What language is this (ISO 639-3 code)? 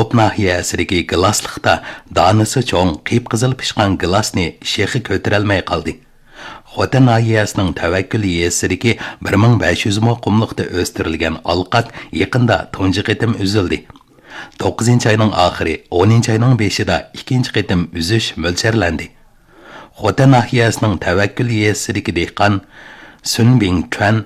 uig